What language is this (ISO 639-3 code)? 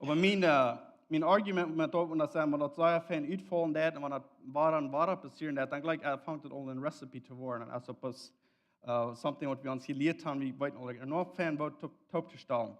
pdt